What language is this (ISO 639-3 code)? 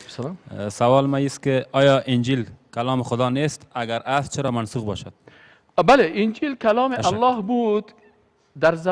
fas